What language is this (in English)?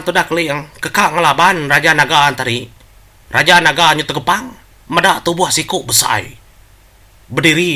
Iban